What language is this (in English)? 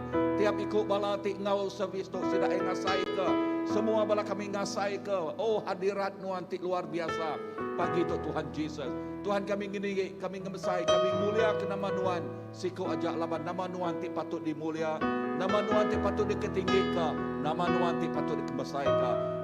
Iban